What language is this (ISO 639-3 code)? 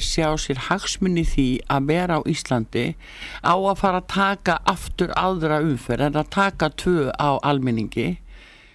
isl